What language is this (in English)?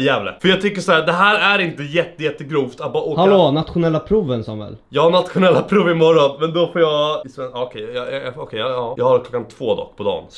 Swedish